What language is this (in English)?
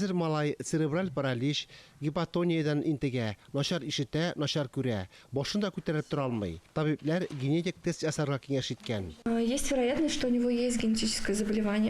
Tatar